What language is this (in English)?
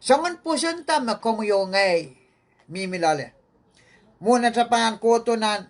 Pohnpeian